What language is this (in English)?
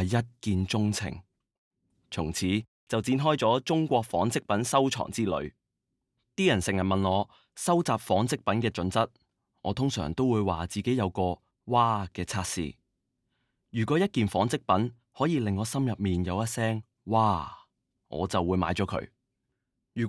Cantonese